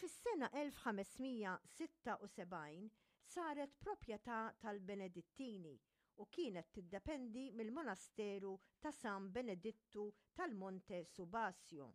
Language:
Maltese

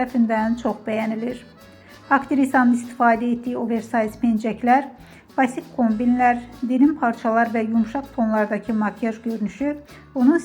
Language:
Azerbaijani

